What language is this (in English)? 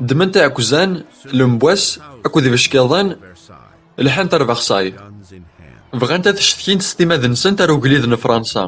Kabyle